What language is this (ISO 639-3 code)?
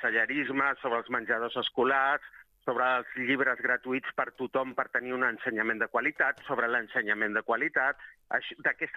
cat